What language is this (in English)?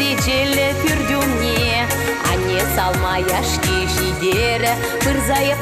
Chuvash